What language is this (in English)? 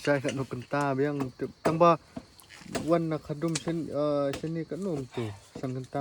Khasi